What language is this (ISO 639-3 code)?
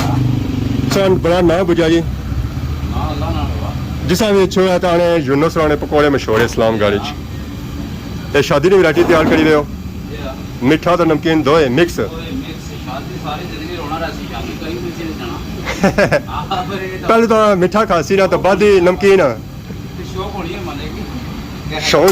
phr